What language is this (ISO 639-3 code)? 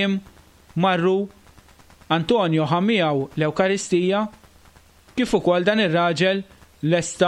mlt